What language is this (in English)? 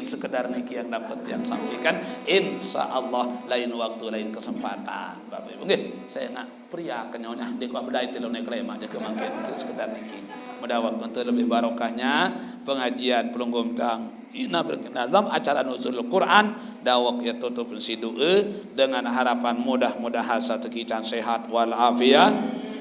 Sasak